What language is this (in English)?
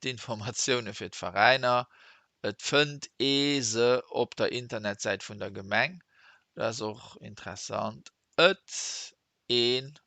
Luxembourgish